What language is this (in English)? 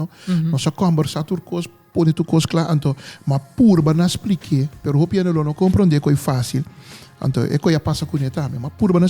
Papiamento